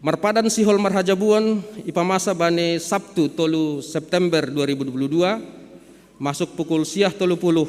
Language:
Batak Simalungun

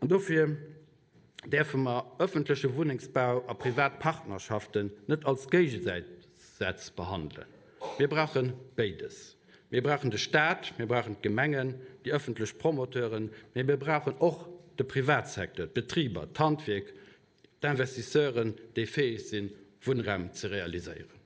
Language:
Luxembourgish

